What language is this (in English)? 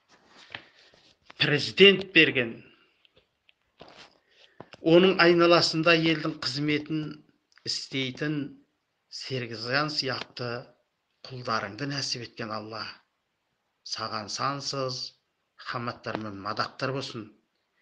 Kazakh